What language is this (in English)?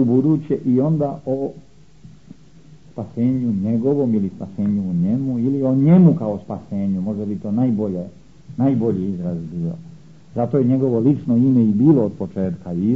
Croatian